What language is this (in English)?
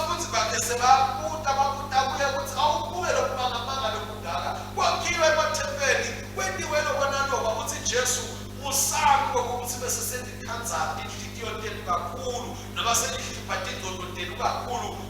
Swati